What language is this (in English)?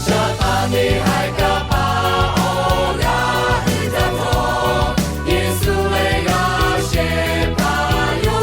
Lahu